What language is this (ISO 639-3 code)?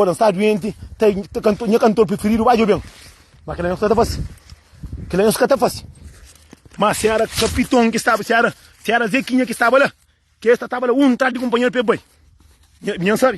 kea